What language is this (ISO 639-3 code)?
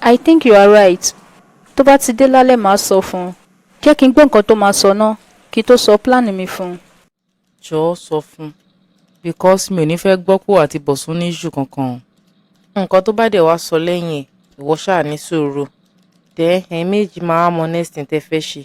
yor